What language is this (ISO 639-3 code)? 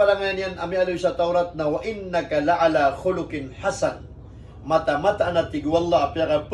mrw